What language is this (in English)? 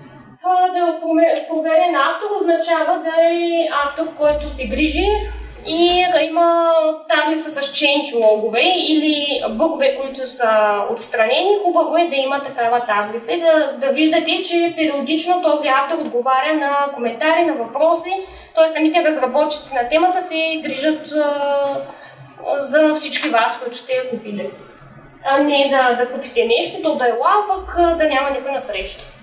Bulgarian